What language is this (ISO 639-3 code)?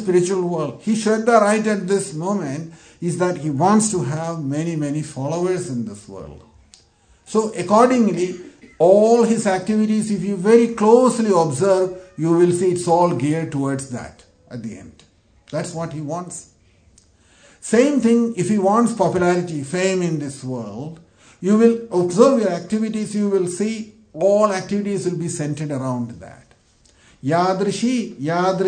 eng